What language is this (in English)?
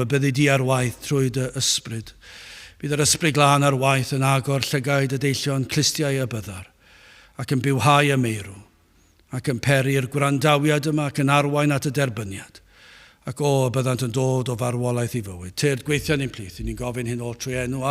Welsh